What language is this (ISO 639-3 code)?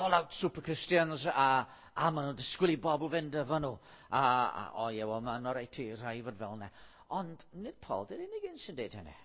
cym